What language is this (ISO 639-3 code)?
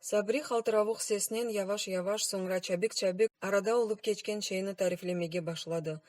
crh